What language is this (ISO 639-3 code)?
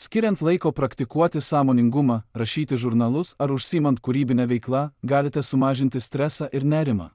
lit